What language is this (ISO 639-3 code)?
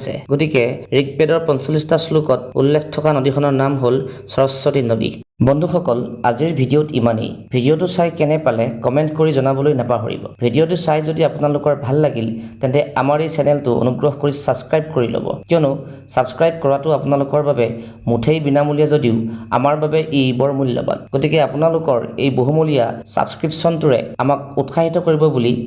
asm